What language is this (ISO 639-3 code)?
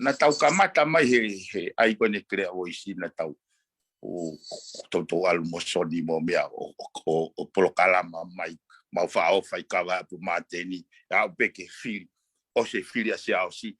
ton